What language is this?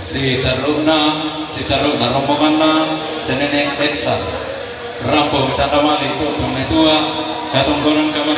Toraja-Sa'dan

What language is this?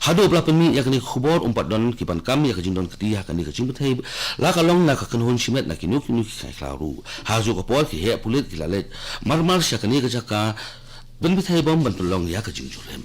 Khasi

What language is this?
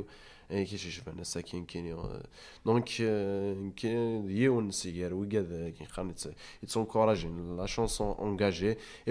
Kabyle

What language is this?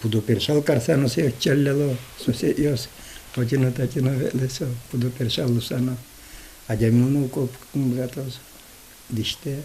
Udmurt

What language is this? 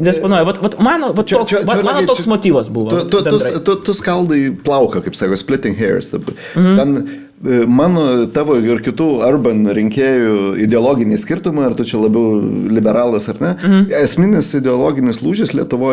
Lithuanian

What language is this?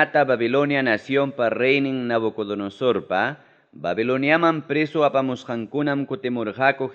Ayacucho Quechua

